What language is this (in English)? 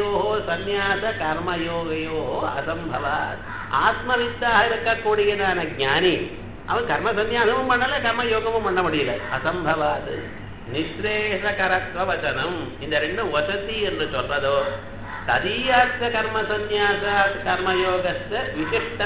Tamil